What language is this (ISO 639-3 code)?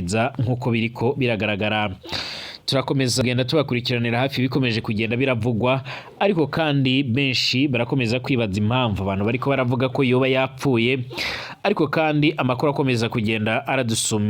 run